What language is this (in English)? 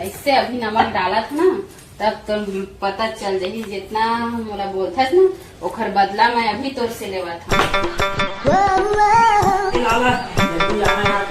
Chhattisgarhi